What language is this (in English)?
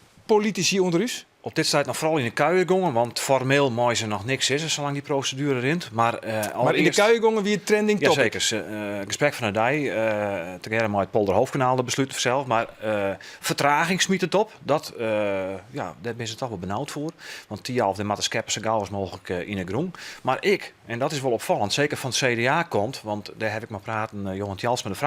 Western Frisian